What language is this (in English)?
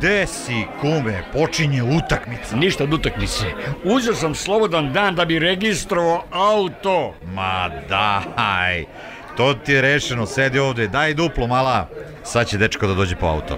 Serbian